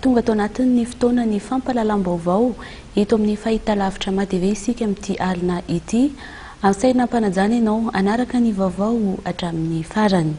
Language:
Malagasy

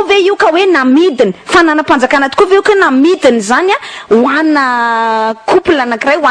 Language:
Malagasy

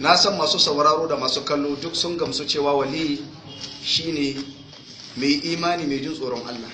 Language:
Hausa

